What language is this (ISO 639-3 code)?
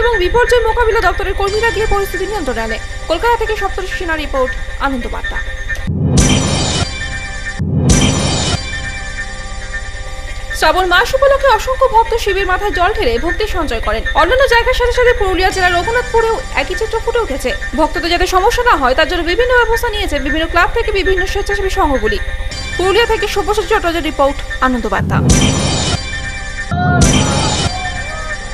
ben